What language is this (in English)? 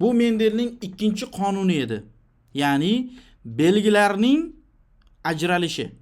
Uzbek